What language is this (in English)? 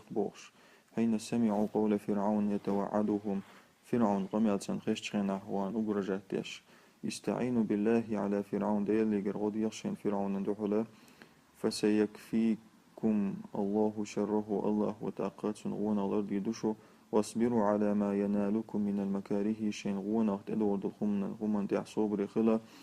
Chechen